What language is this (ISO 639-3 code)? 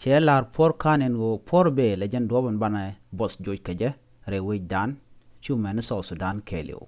nus